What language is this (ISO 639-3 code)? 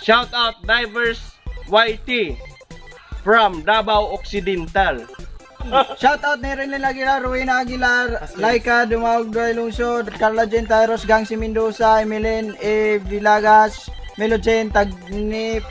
ceb